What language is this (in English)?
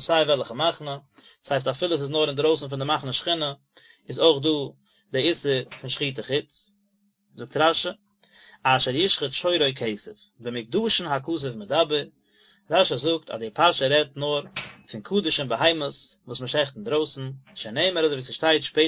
Yiddish